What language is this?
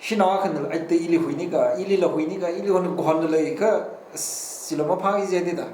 Tangkhul Naga (India)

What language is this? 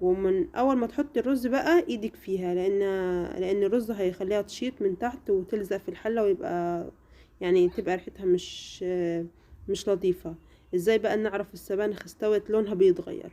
Egyptian Arabic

